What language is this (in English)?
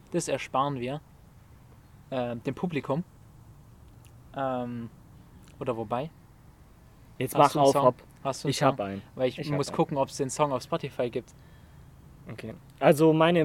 German